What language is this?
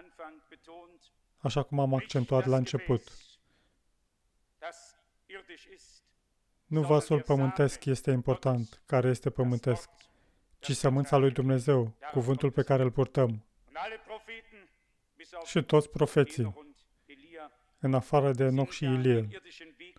Romanian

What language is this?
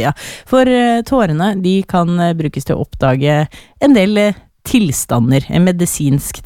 Norwegian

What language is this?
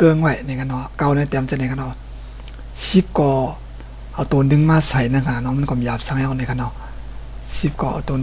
Shan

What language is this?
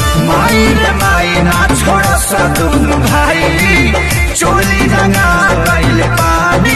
Bhojpuri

